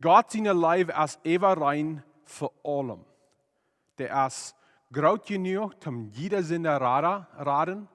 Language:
Plautdietsch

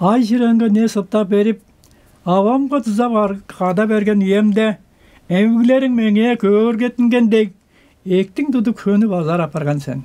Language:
Tuvinian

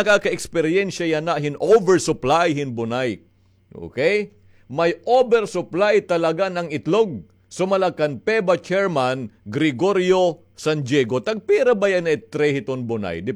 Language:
Waray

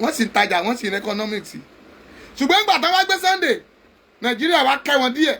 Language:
Yoruba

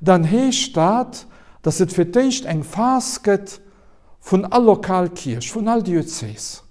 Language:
Luxembourgish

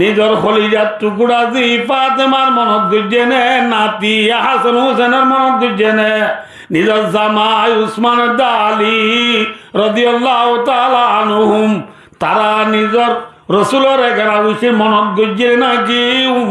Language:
Rohingya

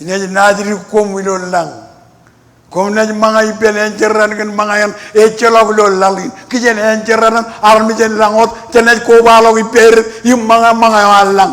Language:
Marshallese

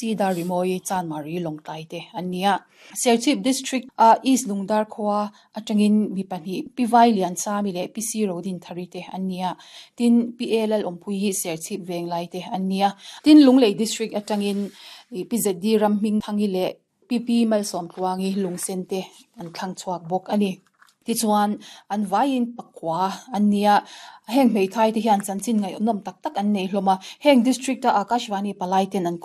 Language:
Mizo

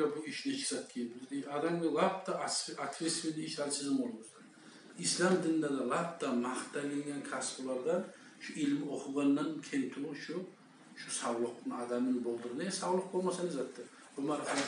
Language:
Kumyk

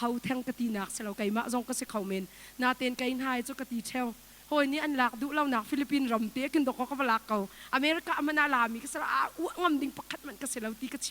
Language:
Hakha Chin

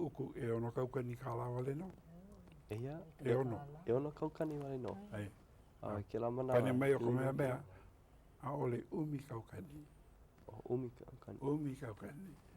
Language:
Hawaiian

